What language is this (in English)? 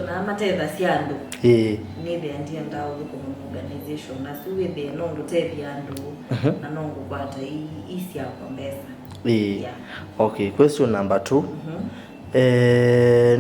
Kamba